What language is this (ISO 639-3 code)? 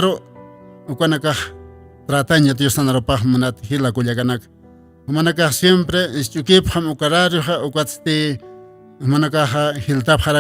aym